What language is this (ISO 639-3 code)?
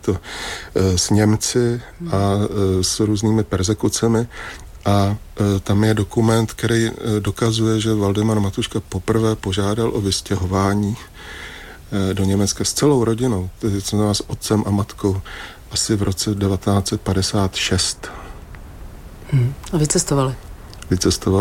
ces